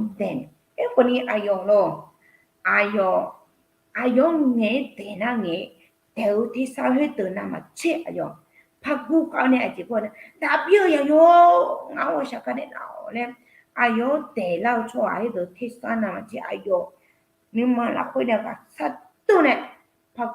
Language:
Akha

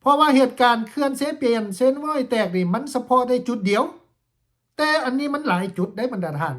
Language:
Lao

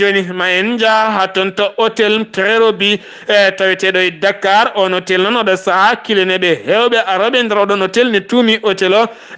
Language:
Fula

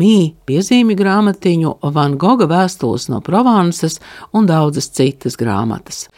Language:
Latvian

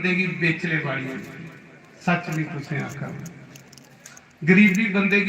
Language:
Dogri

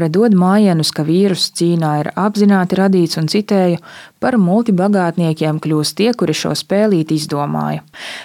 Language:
Latvian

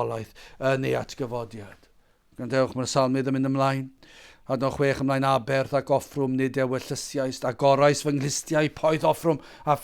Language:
Welsh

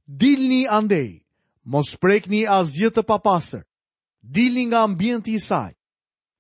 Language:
Albanian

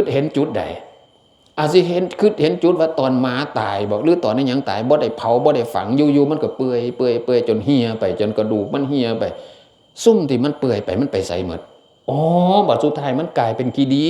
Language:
Northeastern Thai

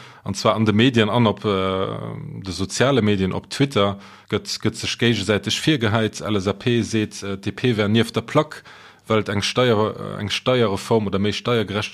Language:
Luxembourgish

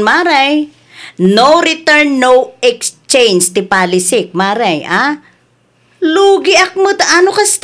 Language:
Iloko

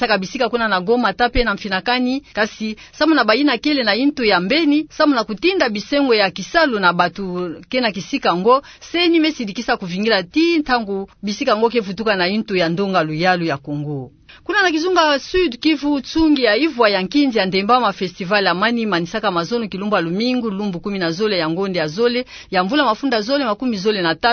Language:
Kituba (Democratic Republic of Congo)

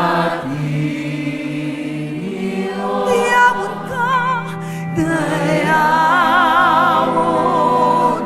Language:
Hiligaynon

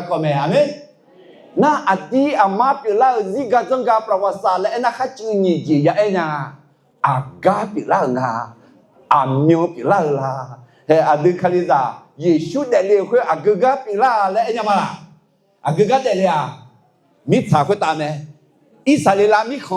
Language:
Akha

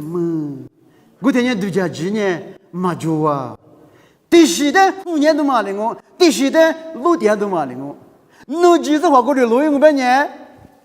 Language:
Lisu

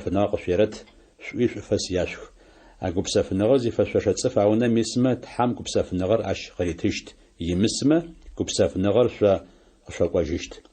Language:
Adyghe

